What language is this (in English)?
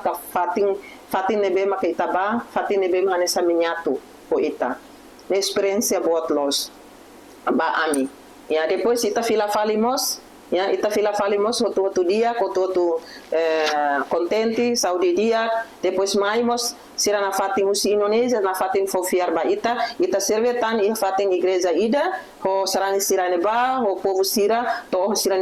Tetum